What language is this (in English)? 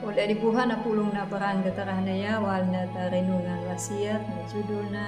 Anakalangu